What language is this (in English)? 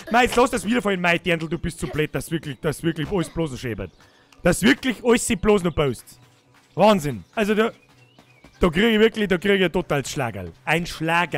Bavarian